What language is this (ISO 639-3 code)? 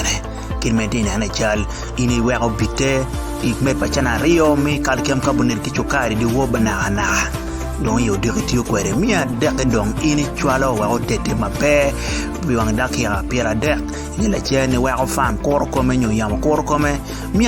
ach